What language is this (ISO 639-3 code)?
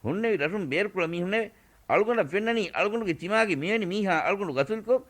div